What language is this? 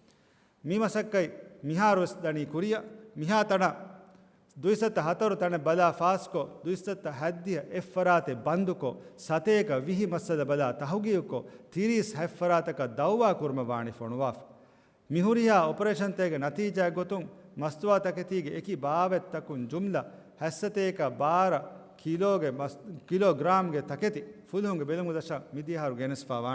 Divehi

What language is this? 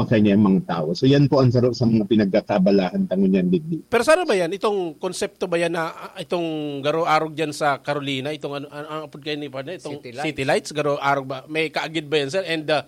Bikol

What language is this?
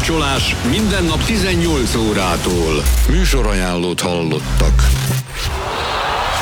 Hungarian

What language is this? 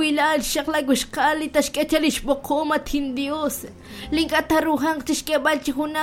Kekchí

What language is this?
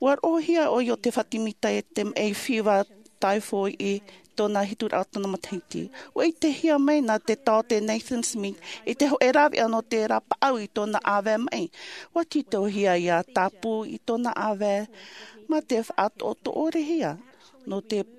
Tahitian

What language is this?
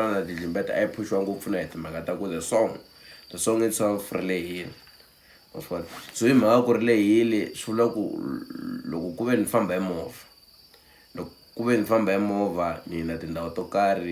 Tsonga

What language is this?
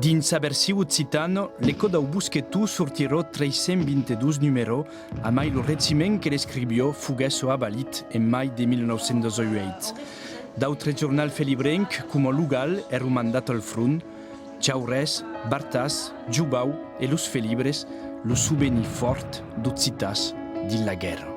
Occitan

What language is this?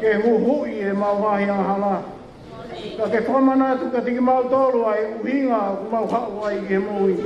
Tongan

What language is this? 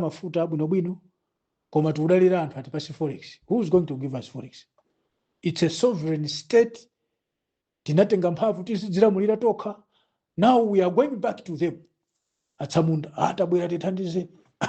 Nyanja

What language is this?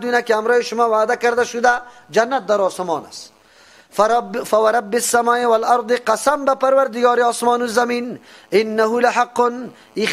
Persian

